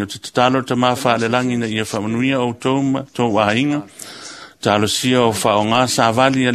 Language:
Samoan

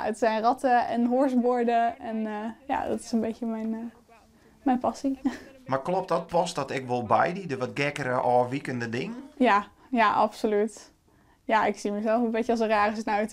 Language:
Western Frisian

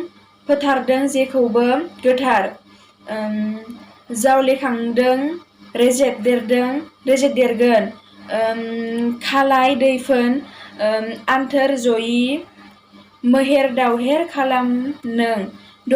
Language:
Bodo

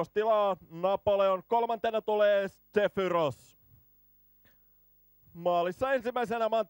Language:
Finnish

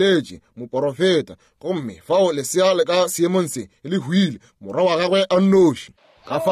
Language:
Northern Sotho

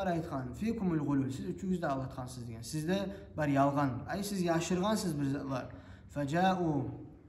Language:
Kumyk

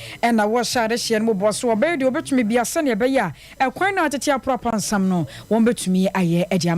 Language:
Akan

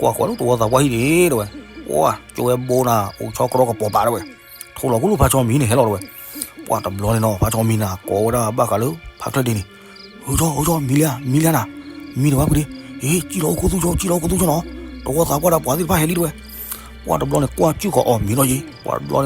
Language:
S'gaw Karen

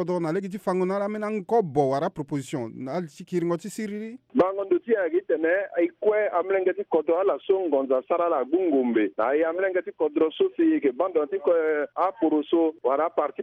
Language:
Sango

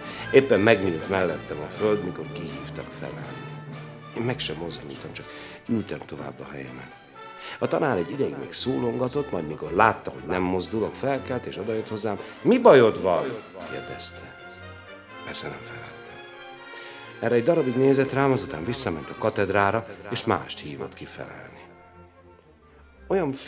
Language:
Hungarian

